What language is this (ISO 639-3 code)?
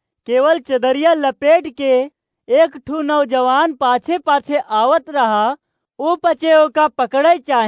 awa